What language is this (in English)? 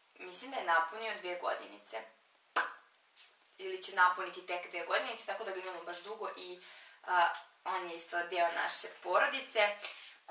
Serbian